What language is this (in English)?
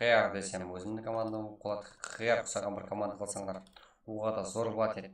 Kara-Kalpak